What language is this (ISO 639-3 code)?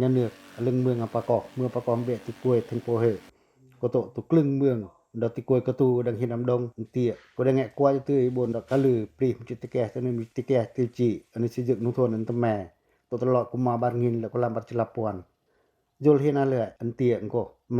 pac